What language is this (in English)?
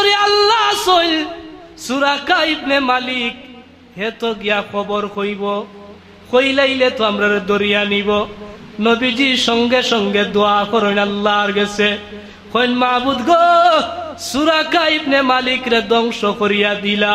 Sylheti